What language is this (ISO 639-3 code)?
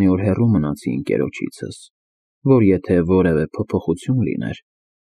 hye